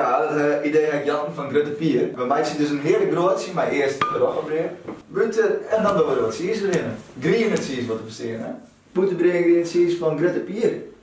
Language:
Western Frisian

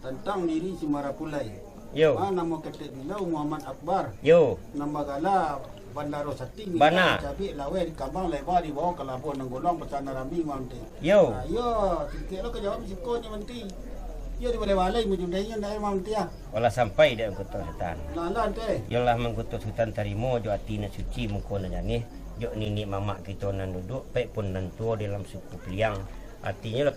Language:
Minangkabau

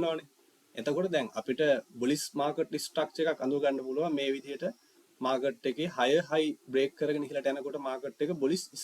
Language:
Sinhala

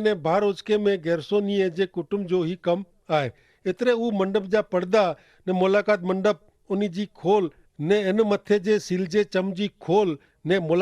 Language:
Kachhi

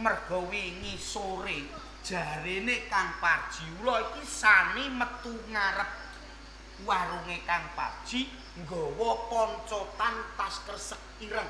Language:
Javanese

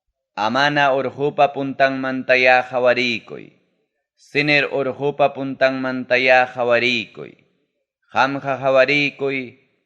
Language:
Ayacucho Quechua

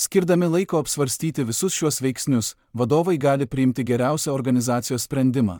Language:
Lithuanian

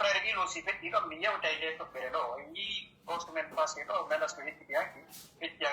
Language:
Pular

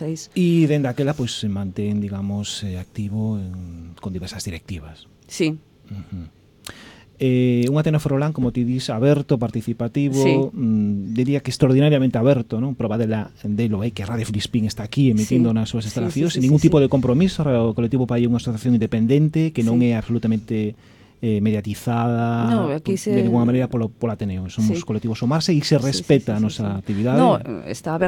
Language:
Galician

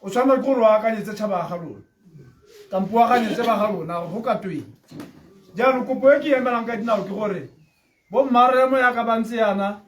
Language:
Tswana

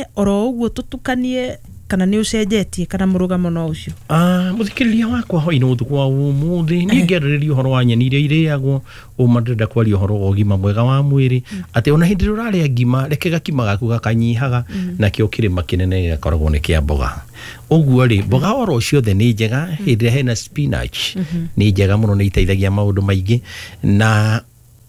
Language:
Kikuyu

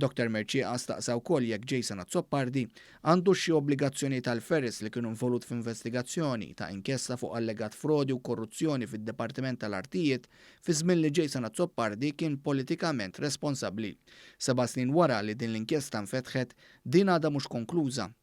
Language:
Maltese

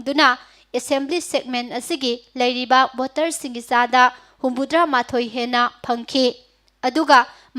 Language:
Manipuri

